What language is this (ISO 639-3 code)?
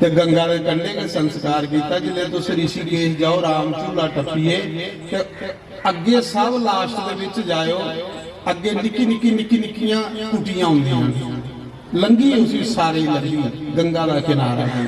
doi